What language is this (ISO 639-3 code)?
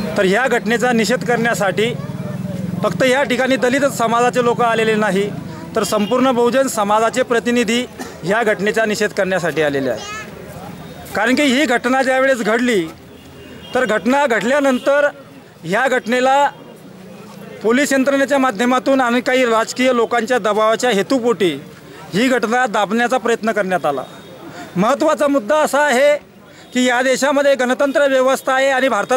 mar